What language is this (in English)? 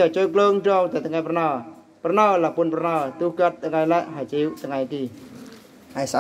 Eastern Bru